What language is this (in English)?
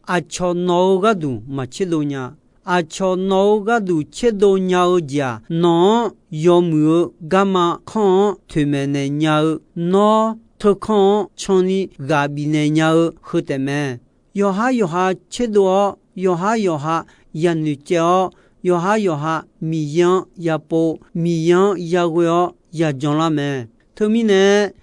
Akha